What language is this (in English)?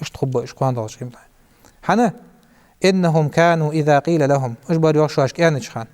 Ingush